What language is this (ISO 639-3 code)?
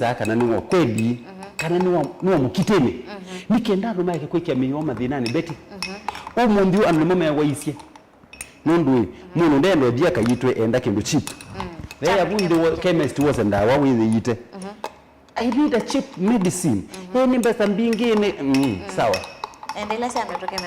kam